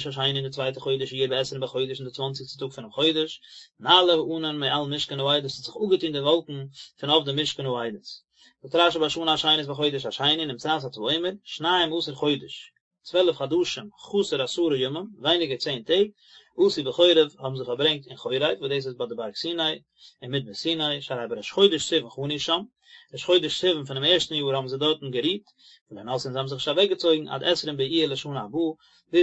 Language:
Yiddish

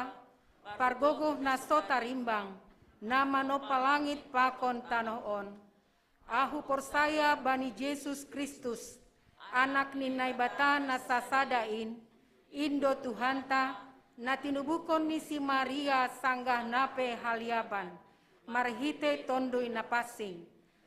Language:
Batak Simalungun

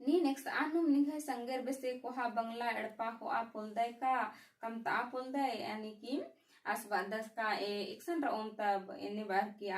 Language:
Kurukh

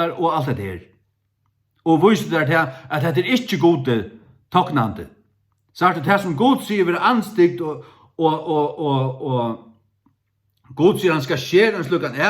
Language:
Faroese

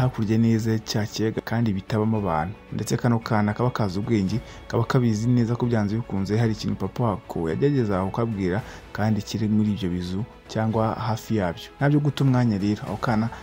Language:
Kinyarwanda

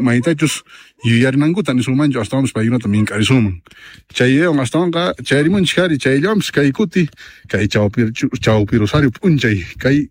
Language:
Quechua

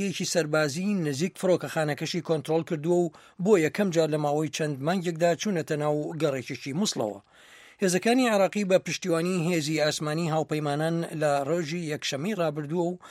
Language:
Central Kurdish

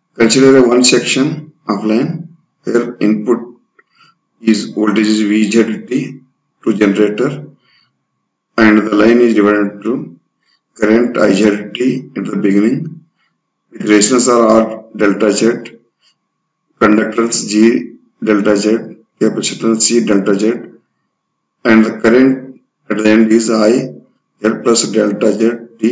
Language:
English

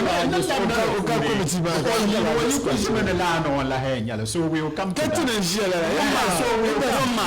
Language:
Dagbani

